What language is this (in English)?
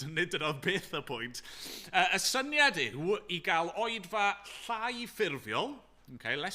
Welsh